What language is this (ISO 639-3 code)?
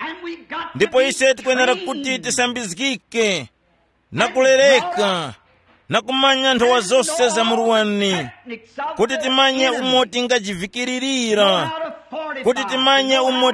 tum